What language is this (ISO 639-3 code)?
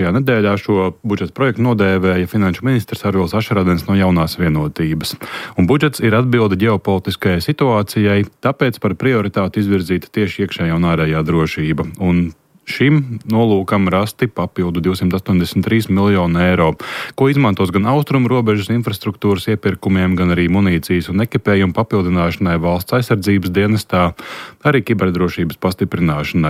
lav